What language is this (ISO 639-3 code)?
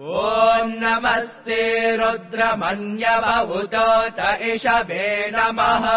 san